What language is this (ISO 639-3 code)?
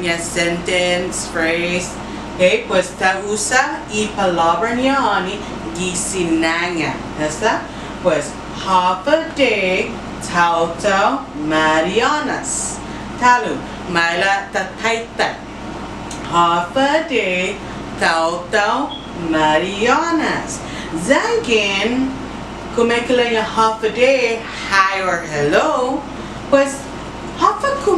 cha